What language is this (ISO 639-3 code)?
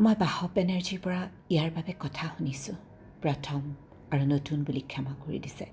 asm